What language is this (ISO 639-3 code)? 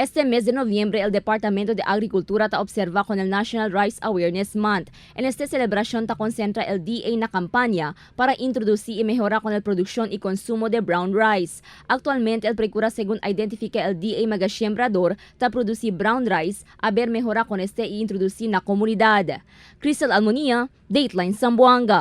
cbk